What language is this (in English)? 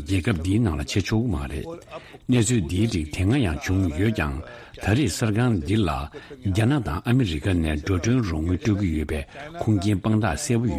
Tibetan